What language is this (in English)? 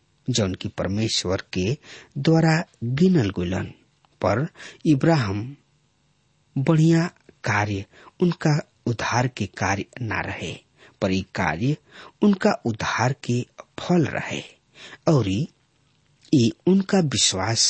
Bhojpuri